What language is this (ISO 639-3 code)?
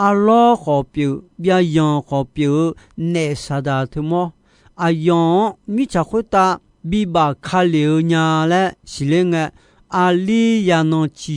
ahk